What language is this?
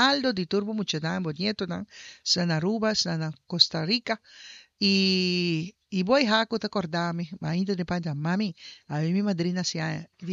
Papiamento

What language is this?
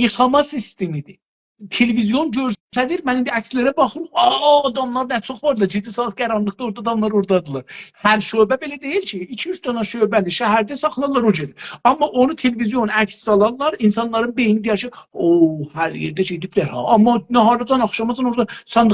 South Azerbaijani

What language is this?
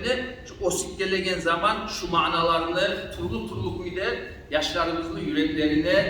Kumyk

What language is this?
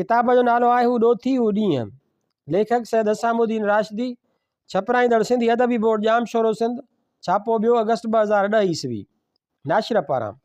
Sindhi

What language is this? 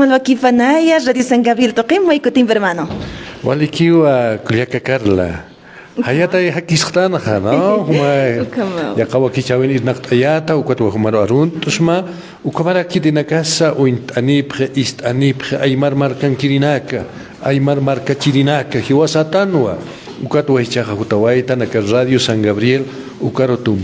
Aymara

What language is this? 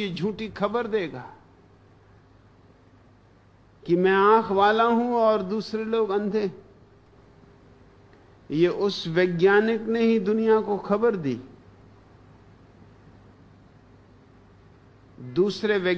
Hindi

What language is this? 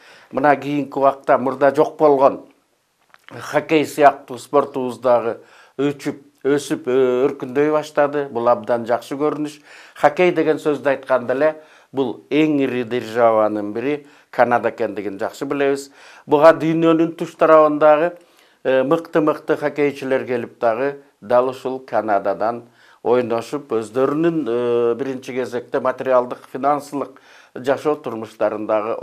Kyrgyz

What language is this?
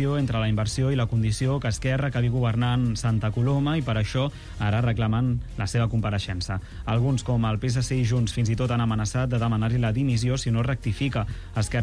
Catalan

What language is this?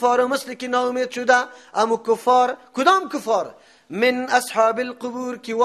Persian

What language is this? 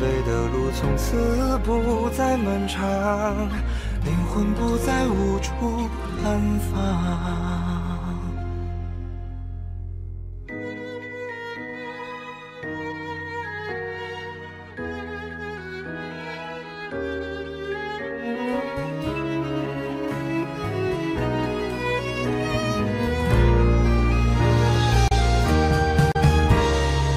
Chinese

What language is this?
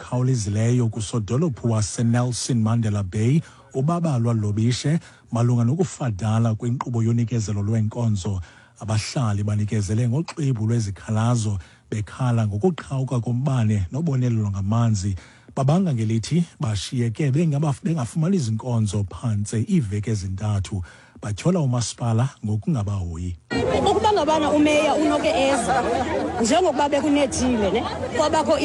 Xhosa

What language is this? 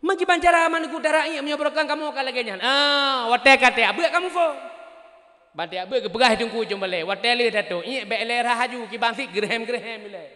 Achinese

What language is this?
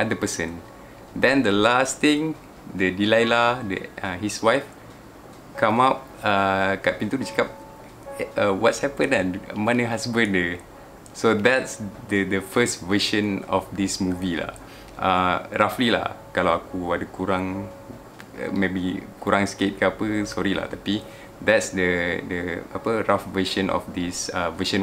Malay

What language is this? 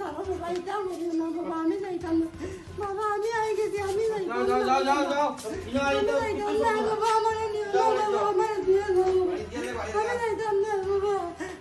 Sylheti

